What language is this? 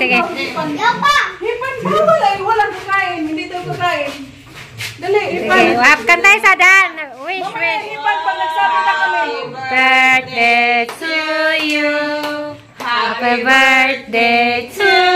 Cebuano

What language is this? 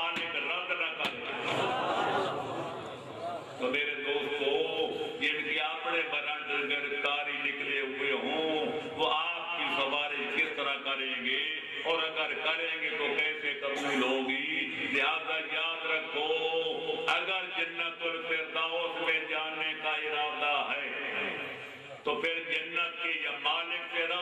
Urdu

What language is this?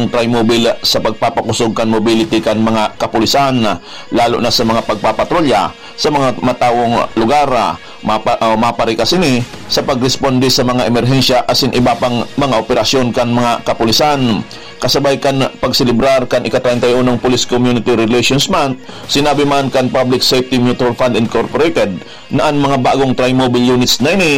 Bikol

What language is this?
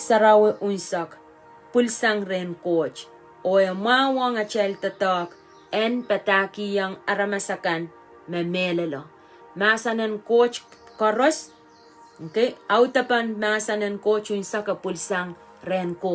Pohnpeian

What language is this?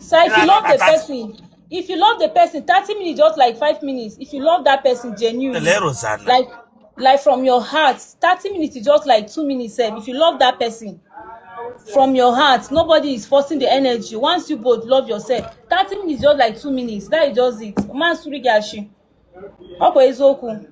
Igbo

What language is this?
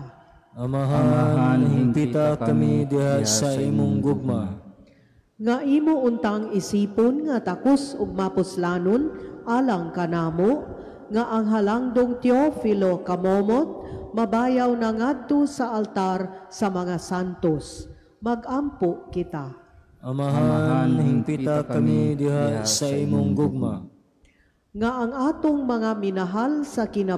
Cebuano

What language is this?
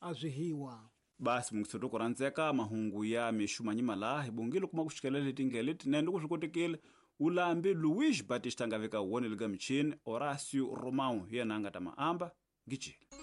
Tsonga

